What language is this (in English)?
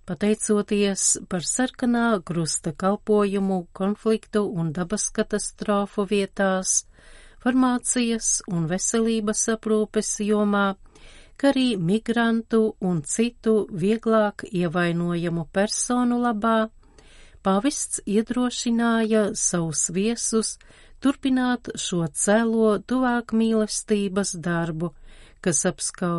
Latvian